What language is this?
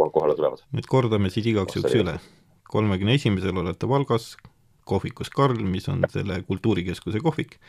Estonian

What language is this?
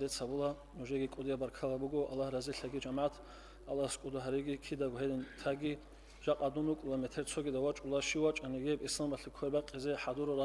Avaric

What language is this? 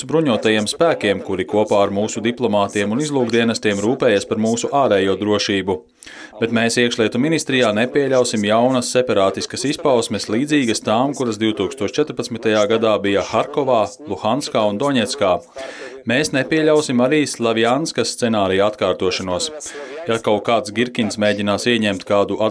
Latvian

